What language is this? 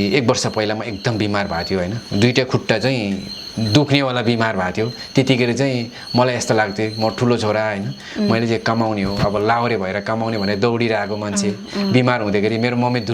Nepali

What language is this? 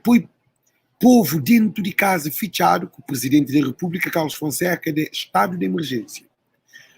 Kabuverdianu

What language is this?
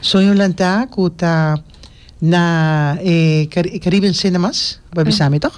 Papiamento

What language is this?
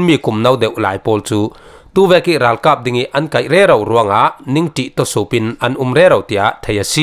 Falam Chin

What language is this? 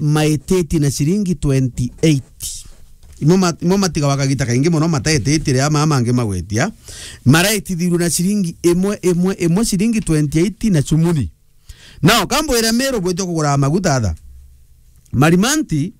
Meru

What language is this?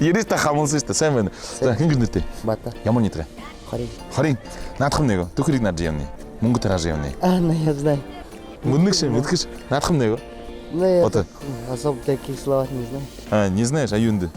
Buriat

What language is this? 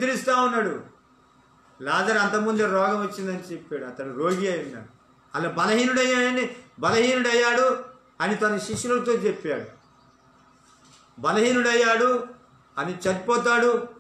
Telugu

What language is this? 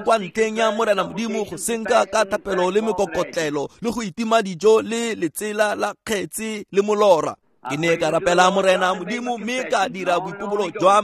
Tswana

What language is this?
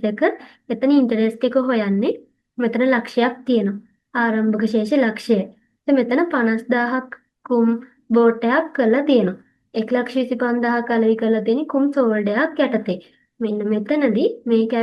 Sinhala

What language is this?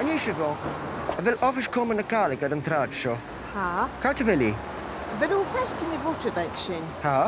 Scottish Gaelic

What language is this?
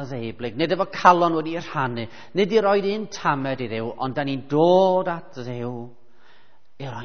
Welsh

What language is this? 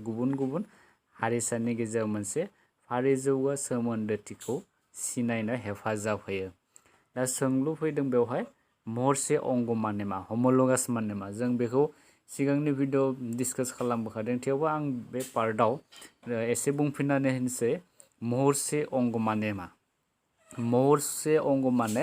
Bodo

